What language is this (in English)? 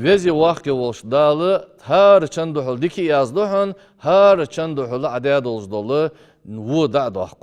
Ingush